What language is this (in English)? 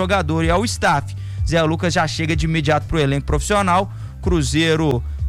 Portuguese